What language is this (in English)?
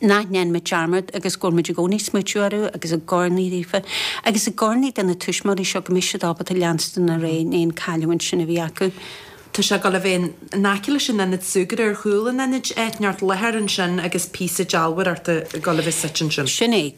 Irish